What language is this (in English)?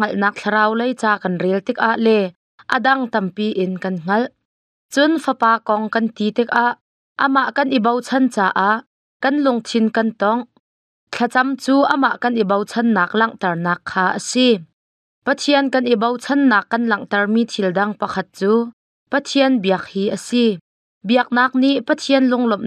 Hakha Chin